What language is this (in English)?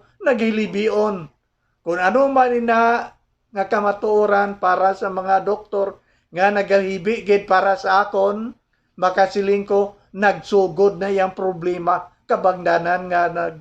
Hiligaynon